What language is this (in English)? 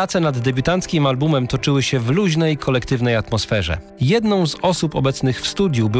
Polish